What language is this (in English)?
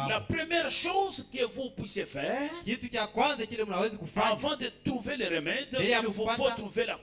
Swahili